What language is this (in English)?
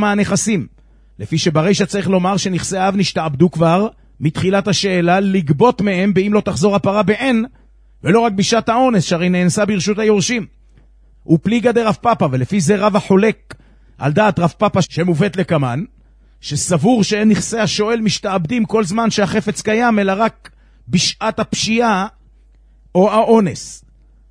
Hebrew